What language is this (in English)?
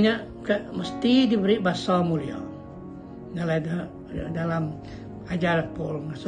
Iban